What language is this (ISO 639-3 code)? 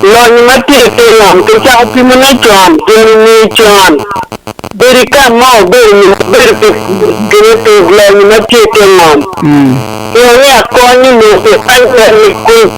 ach